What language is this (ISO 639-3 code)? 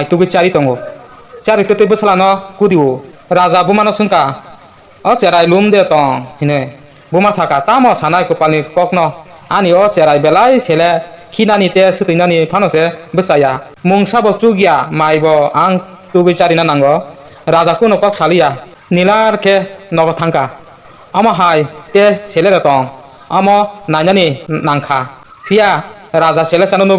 trp